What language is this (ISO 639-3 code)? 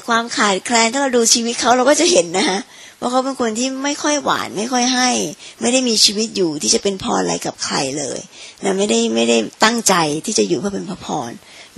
tha